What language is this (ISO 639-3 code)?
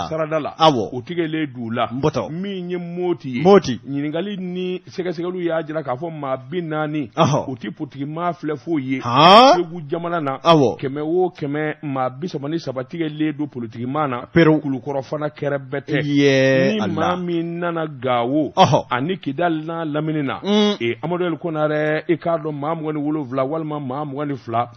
bam